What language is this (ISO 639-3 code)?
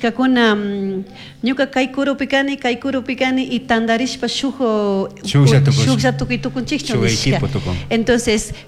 qug